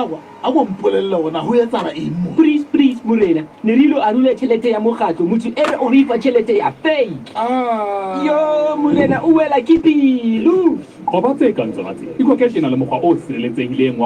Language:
Southern Sotho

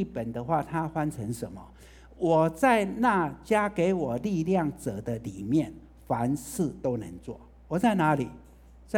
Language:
Chinese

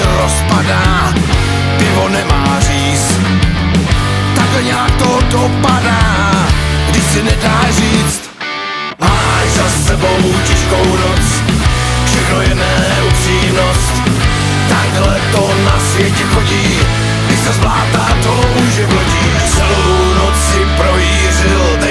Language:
Czech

